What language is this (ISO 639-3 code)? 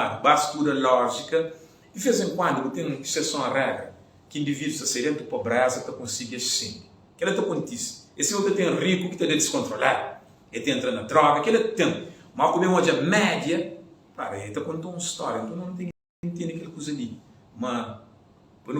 kea